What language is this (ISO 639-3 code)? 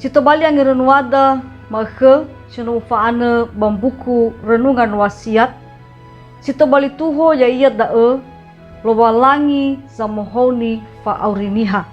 nia